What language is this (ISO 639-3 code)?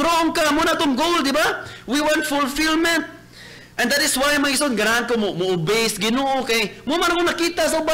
ceb